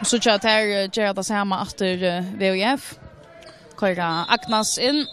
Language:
Faroese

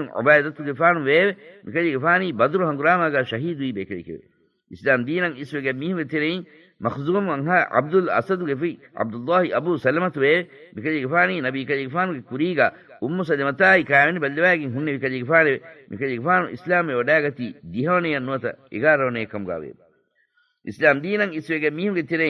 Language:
Divehi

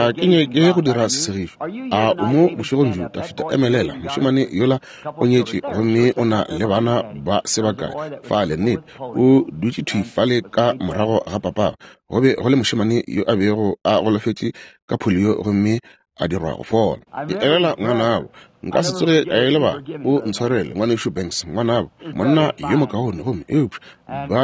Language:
Northern Sotho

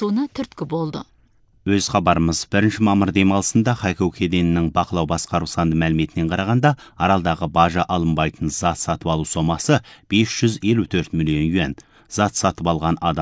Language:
Kazakh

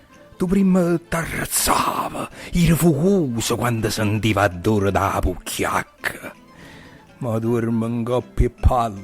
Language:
Neapolitan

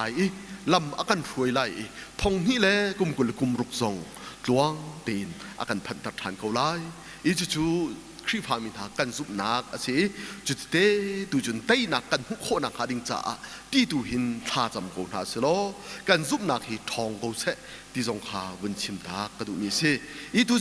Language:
Hakha Chin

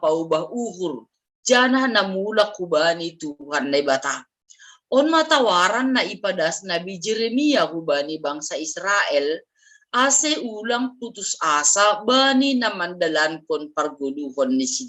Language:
Batak Simalungun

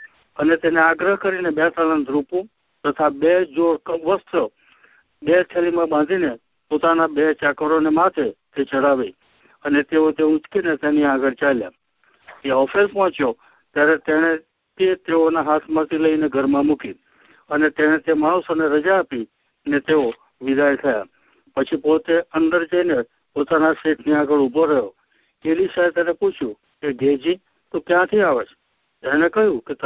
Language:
Gujarati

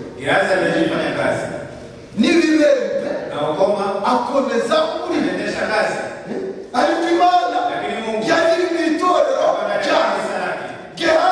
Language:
Kinyarwanda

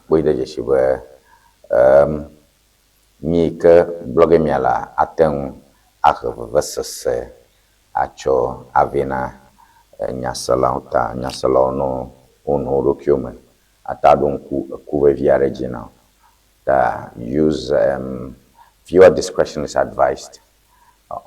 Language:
Ewe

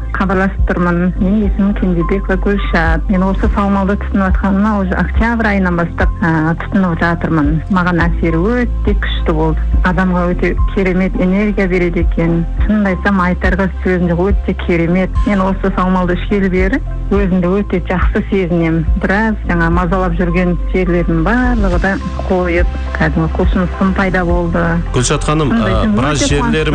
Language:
Kazakh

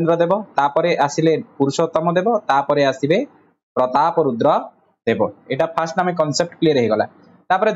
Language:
Odia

